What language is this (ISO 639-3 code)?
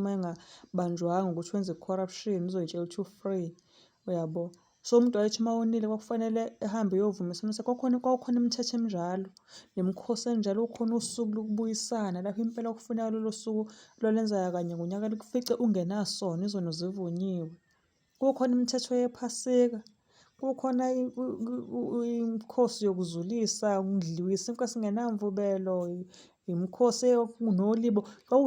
zul